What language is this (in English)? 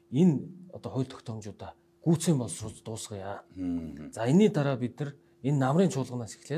Mongolian